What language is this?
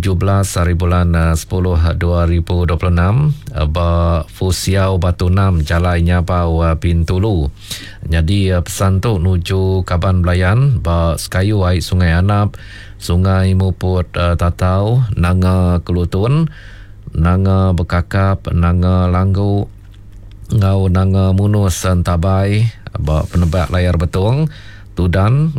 Iban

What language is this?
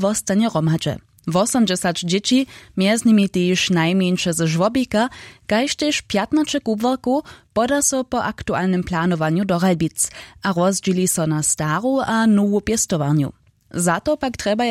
Upper Sorbian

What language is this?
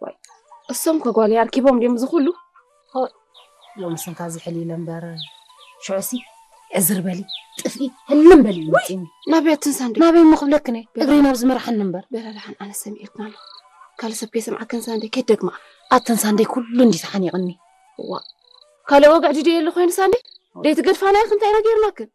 Tigrinya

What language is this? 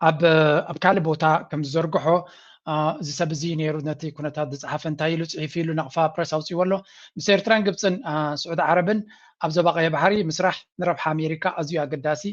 Tigrinya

